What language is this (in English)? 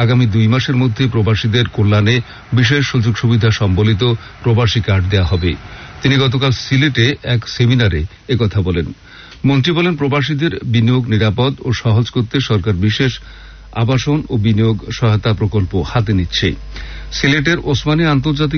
Bangla